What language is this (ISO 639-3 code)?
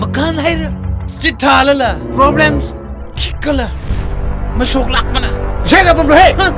nmf